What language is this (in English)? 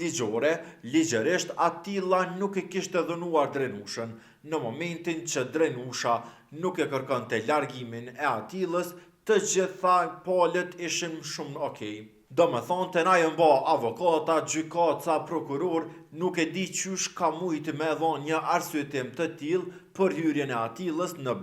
Albanian